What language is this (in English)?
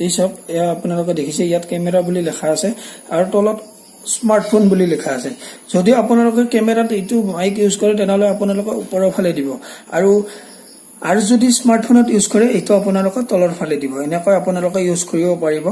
Assamese